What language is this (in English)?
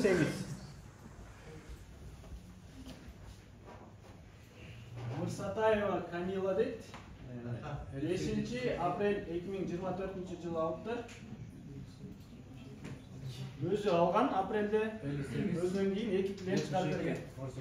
Kyrgyz